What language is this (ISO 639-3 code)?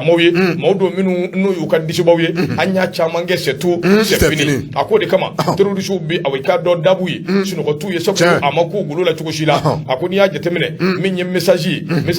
bam